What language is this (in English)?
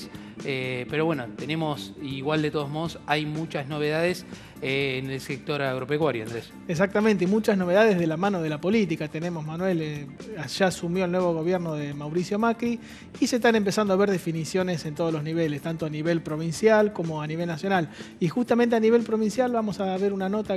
Spanish